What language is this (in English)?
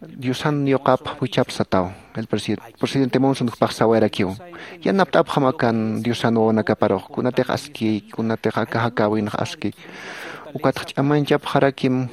Aymara